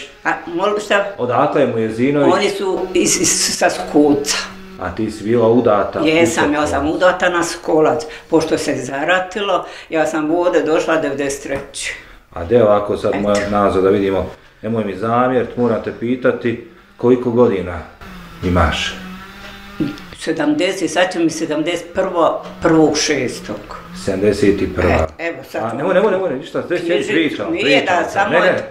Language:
Bosnian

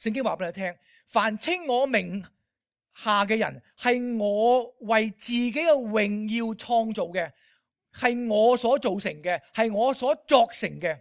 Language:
Cantonese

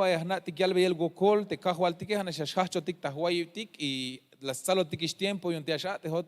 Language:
Tzeltal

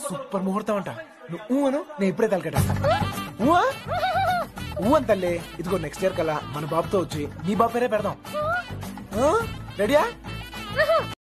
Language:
Telugu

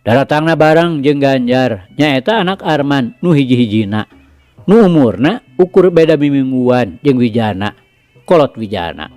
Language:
Sundanese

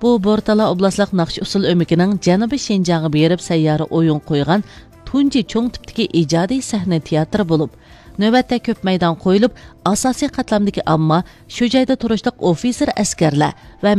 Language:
Uyghur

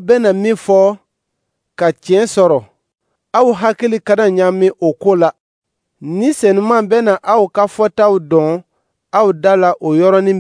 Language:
Dyula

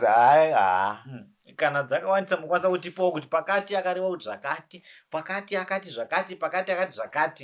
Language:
Shona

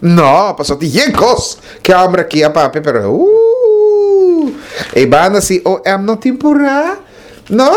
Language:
Papiamento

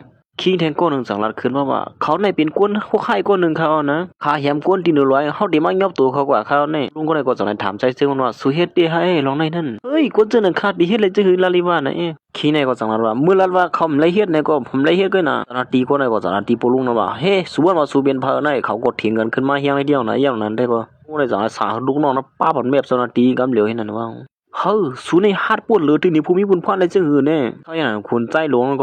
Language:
Shan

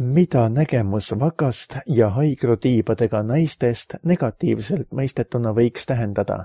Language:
Estonian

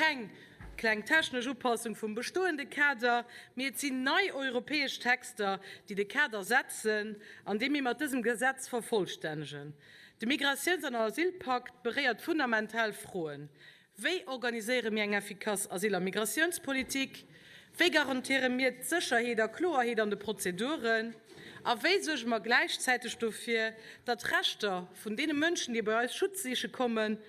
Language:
Luxembourgish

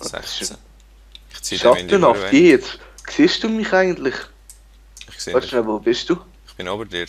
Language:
Swiss German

